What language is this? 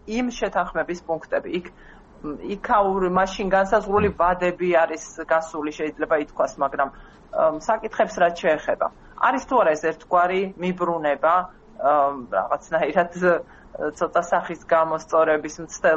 Georgian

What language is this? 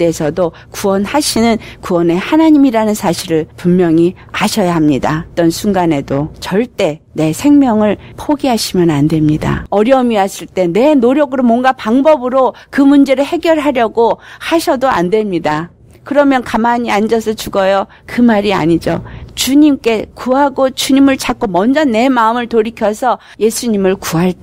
Korean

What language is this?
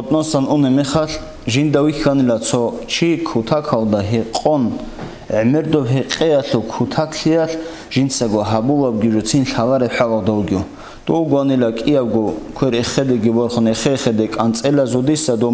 Avaric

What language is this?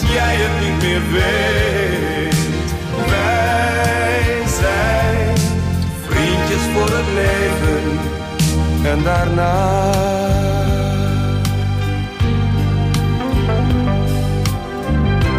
Dutch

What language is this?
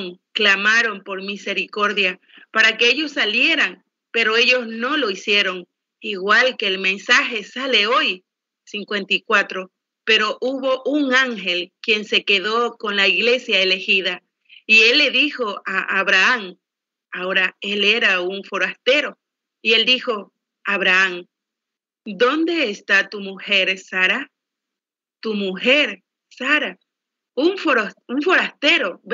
Spanish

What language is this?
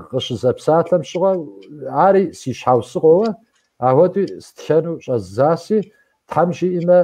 Kabardian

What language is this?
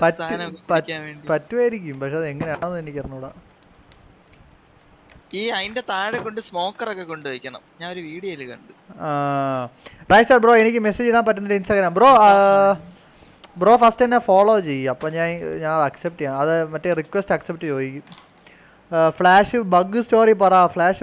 Malayalam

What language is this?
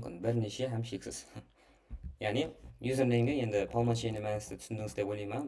Kara-Kalpak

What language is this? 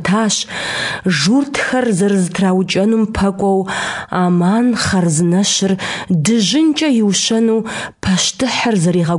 Kabardian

